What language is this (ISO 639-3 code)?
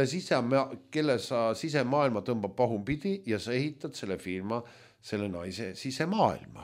est